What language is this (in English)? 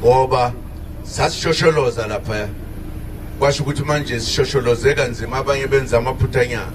Zulu